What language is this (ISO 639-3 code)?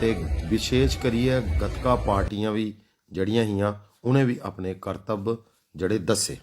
doi